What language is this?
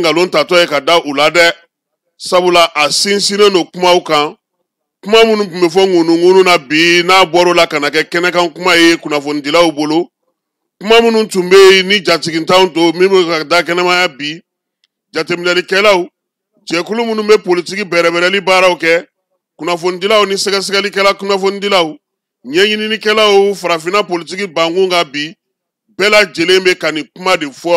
Bambara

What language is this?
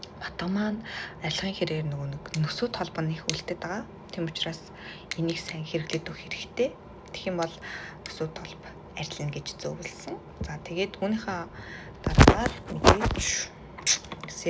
Mongolian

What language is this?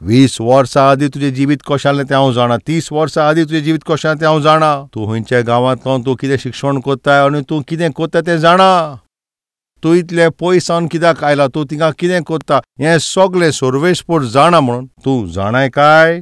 Konkani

